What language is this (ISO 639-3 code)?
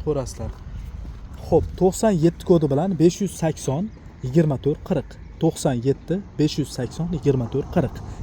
uzb